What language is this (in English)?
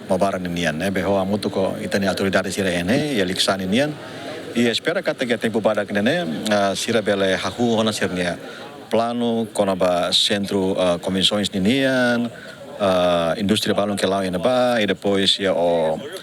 Tetum